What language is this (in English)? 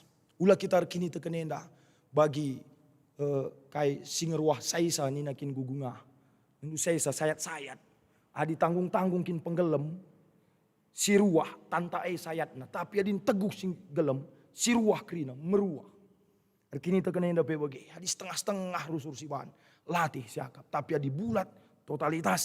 Batak Karo